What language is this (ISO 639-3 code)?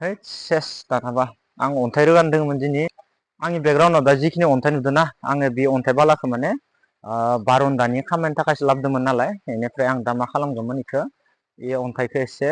brx